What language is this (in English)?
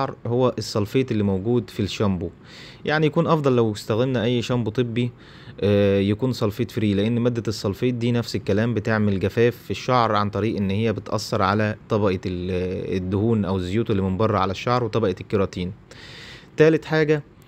Egyptian Arabic